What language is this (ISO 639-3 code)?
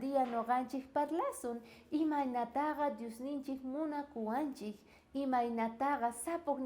quh